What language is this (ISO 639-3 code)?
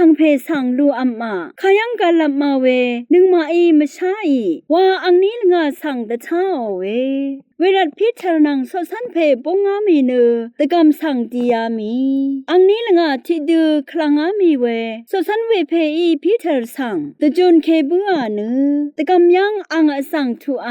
raw